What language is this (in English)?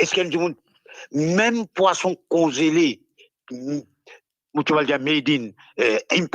Morisyen